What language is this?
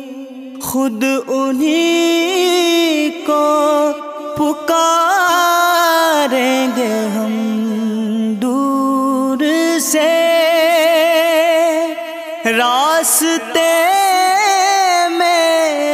Urdu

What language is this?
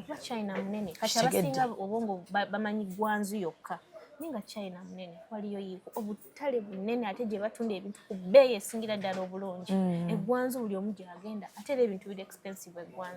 Ganda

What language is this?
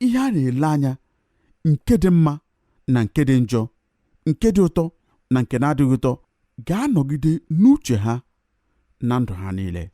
Igbo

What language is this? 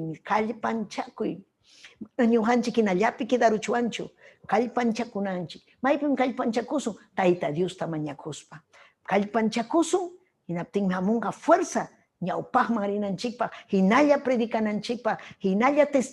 Ayacucho Quechua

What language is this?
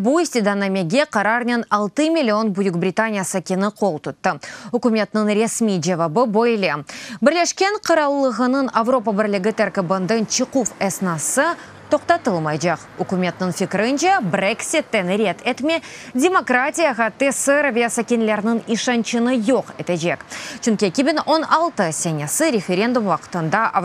Crimean Tatar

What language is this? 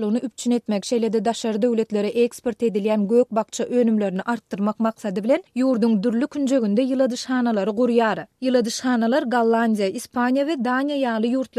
Turkmen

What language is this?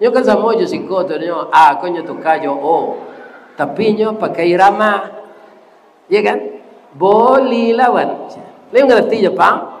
Minangkabau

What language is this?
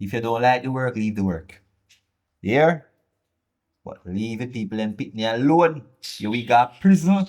Jamaican Creole English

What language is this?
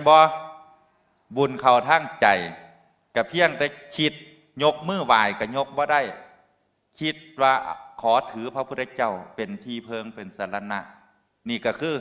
Northeastern Thai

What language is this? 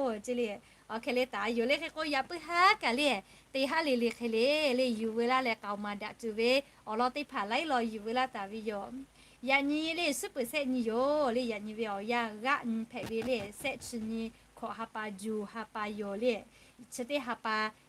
Lahu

